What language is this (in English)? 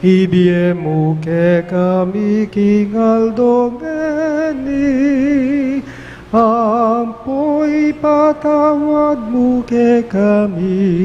Pampanga